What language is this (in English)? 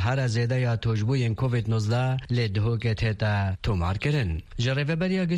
Kurdish